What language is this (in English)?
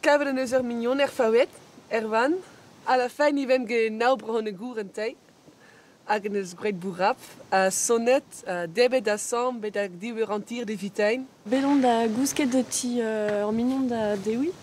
Breton